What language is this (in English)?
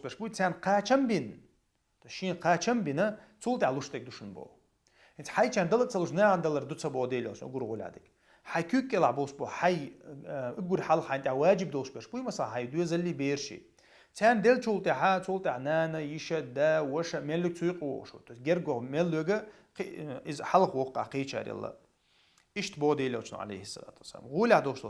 Chechen